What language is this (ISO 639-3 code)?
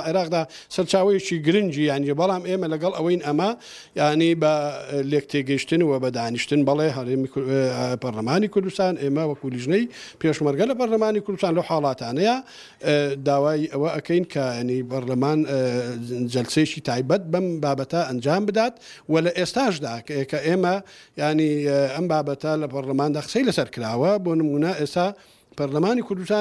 ckb